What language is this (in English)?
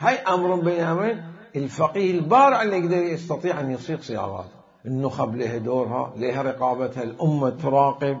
Mesopotamian Arabic